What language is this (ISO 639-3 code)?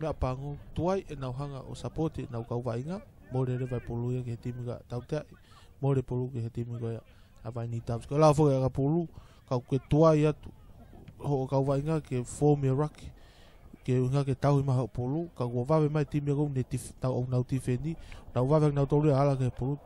ton